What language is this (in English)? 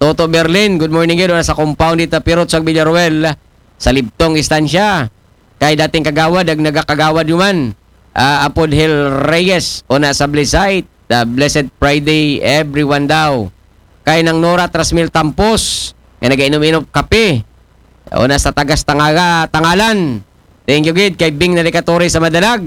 Aklanon